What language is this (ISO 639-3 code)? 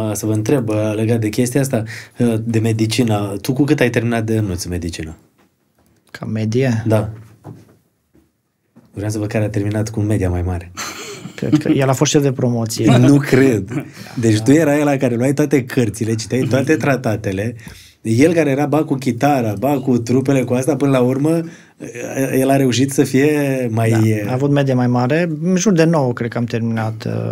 ron